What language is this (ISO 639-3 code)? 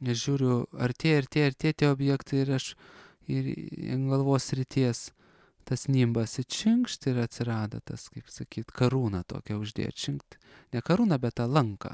lit